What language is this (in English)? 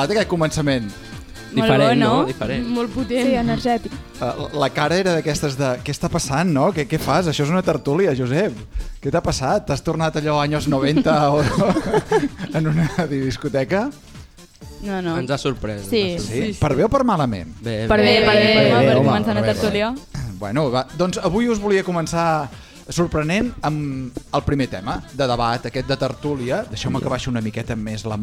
Catalan